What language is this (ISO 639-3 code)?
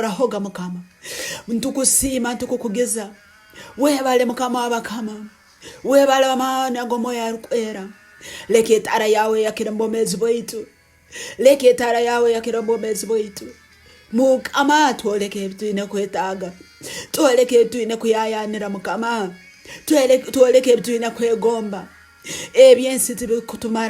nyn